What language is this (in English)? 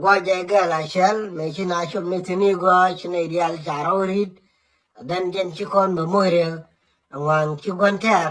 Nuer